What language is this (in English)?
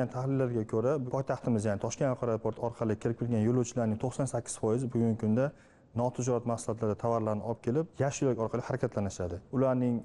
Uzbek